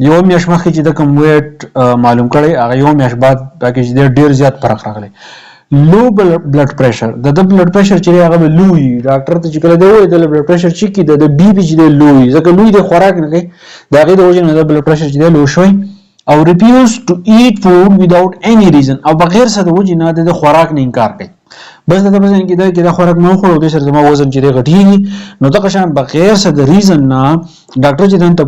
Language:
Pashto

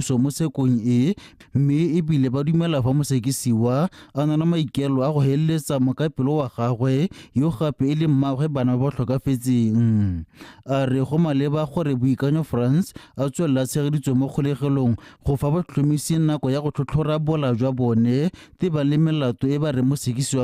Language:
Tswana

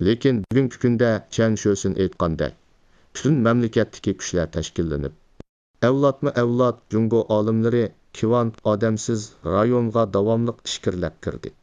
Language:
Uyghur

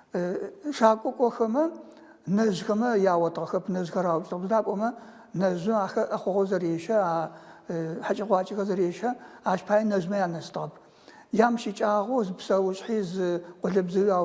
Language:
Adyghe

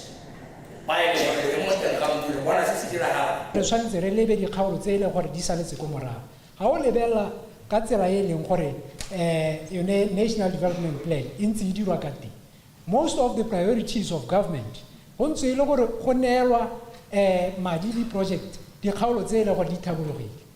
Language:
Tswana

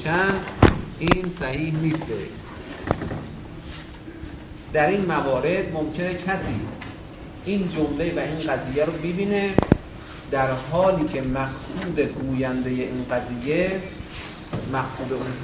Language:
Persian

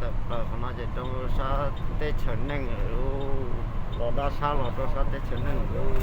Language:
Hmong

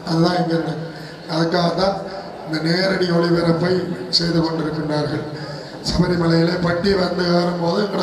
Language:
Tamil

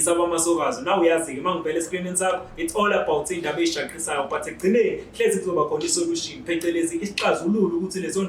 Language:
Zulu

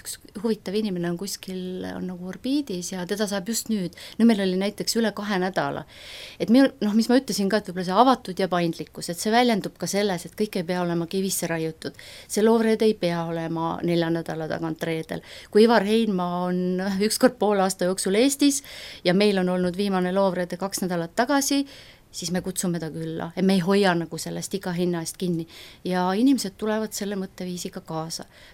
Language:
Estonian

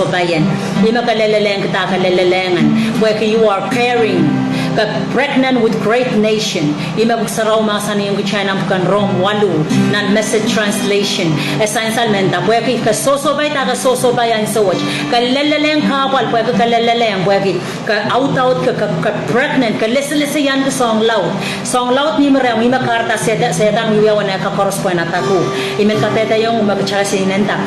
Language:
Pohnpeian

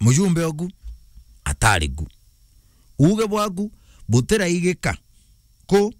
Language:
Meru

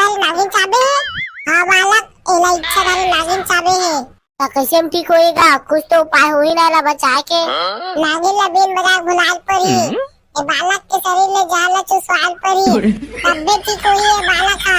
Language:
Chhattisgarhi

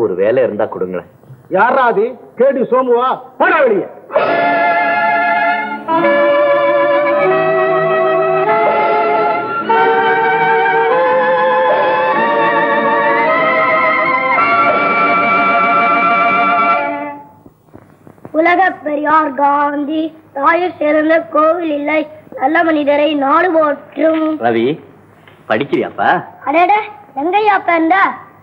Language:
Tamil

